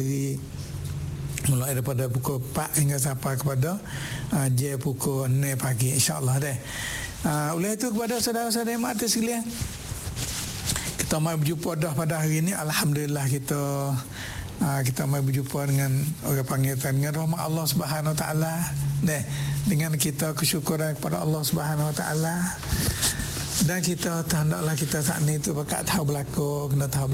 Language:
Malay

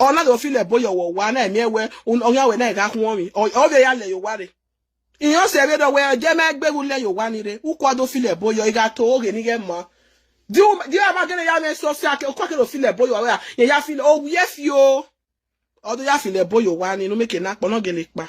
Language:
Nigerian Pidgin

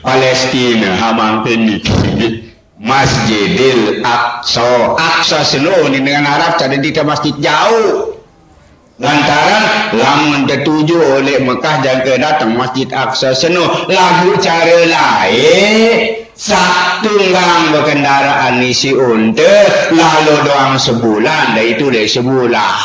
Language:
Sasak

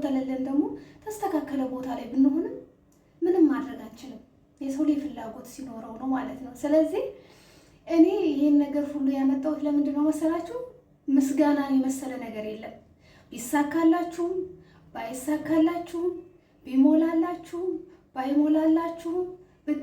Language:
Amharic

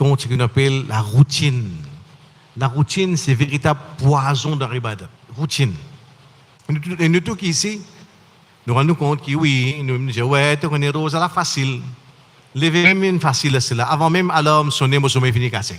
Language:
Morisyen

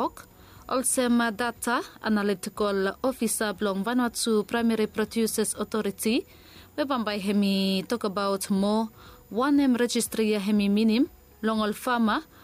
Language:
Bislama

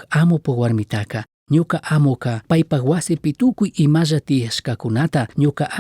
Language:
Chimborazo Highland Quichua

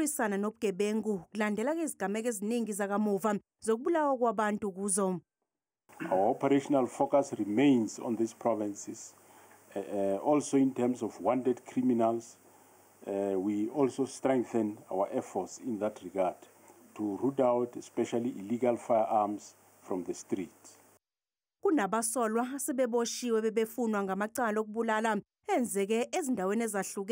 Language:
Zulu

